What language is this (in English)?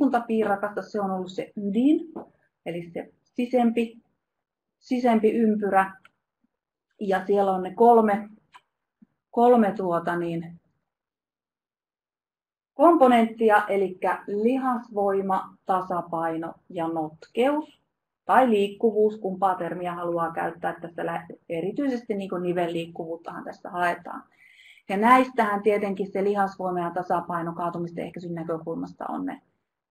Finnish